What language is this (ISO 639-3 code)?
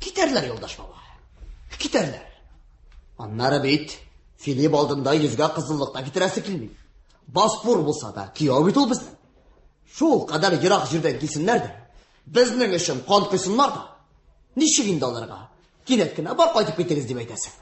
tat